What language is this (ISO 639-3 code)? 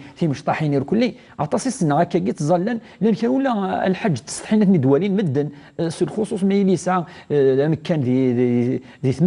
kab